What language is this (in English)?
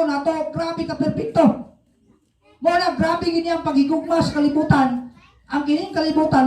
Cebuano